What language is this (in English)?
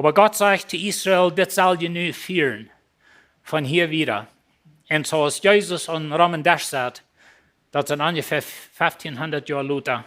Plautdietsch